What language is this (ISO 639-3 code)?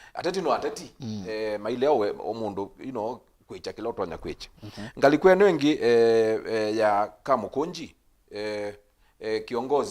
kam